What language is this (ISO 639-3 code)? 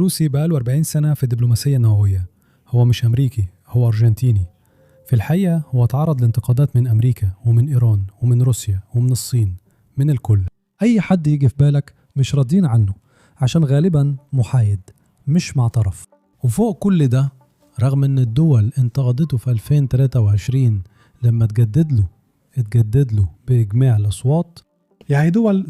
arz